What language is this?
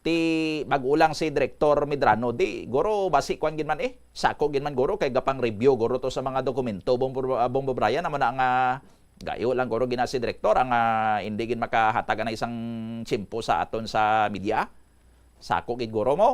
Hiligaynon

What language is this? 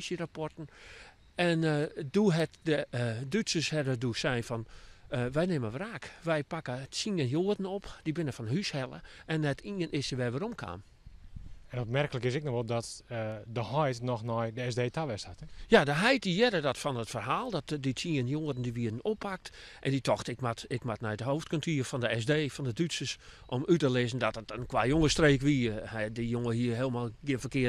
Western Frisian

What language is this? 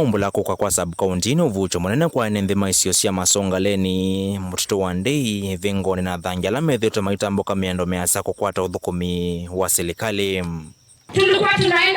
Kamba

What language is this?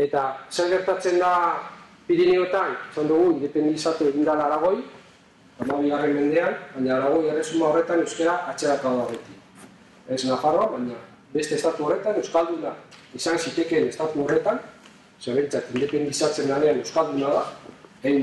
Basque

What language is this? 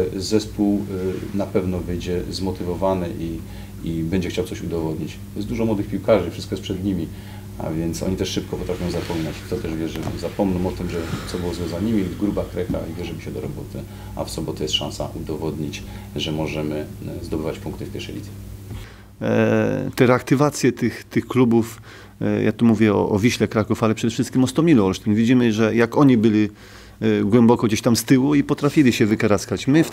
Polish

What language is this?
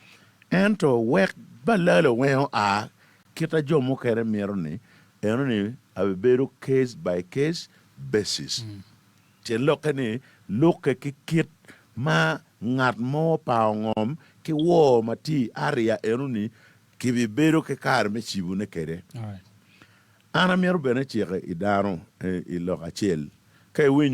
Acoli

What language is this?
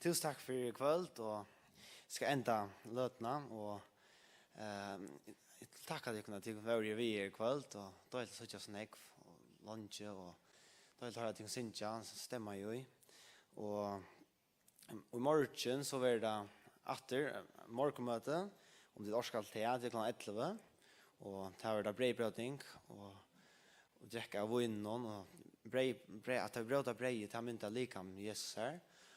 Faroese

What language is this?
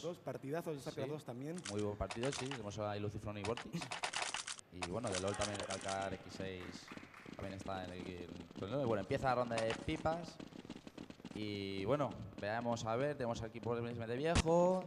Spanish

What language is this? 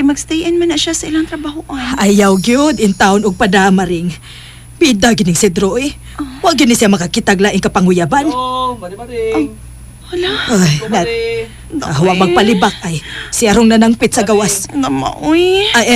Cebuano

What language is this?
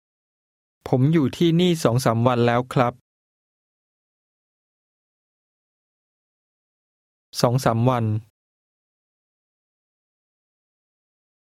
Thai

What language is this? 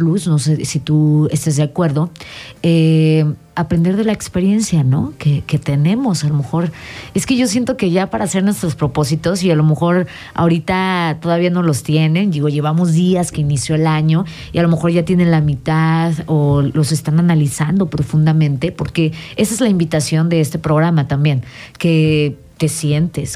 Spanish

